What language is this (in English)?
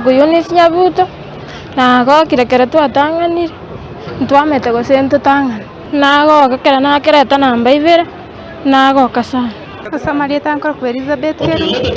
Gusii